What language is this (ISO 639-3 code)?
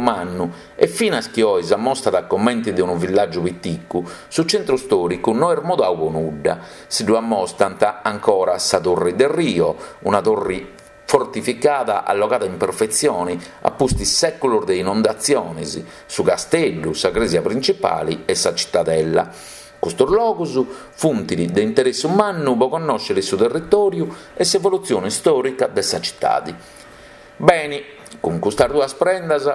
srd